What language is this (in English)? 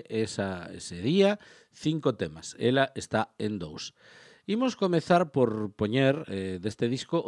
Galician